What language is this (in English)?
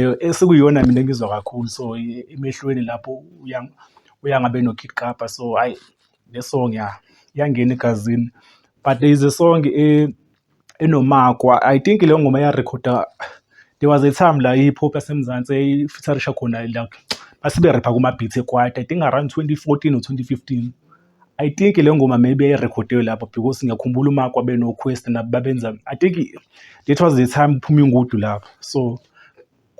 Zulu